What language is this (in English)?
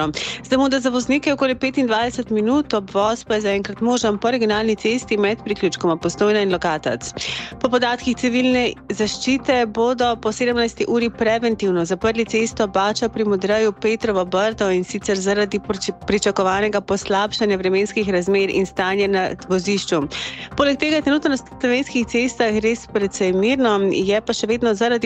Slovenian